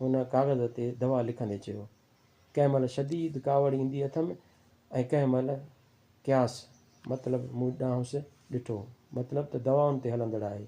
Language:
Sindhi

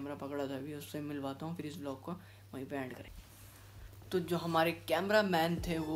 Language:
Hindi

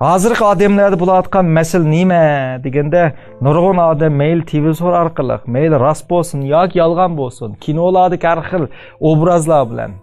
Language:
Uyghur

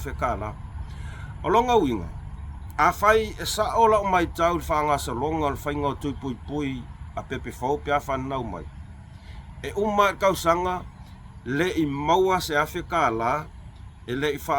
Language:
Samoan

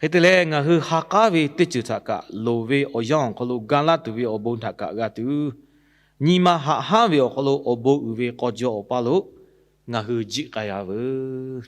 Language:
Lahu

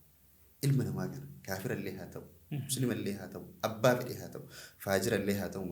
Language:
Oromo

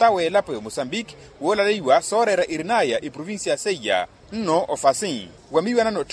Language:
Makhuwa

